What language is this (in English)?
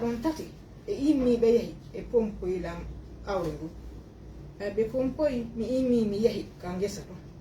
Fula